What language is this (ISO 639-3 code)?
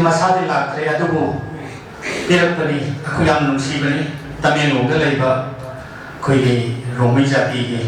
mni